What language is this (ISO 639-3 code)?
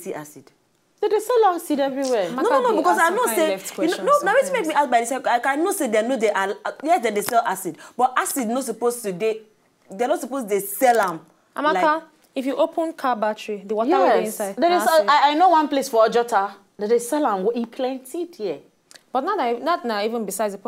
pcm